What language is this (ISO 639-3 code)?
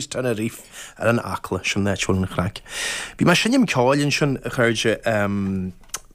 gle